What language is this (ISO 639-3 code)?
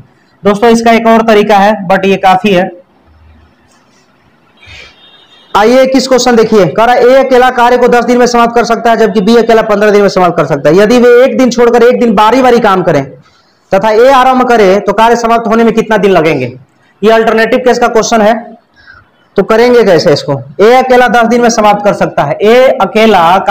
hin